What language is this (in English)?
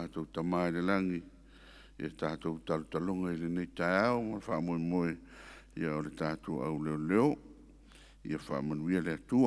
Samoan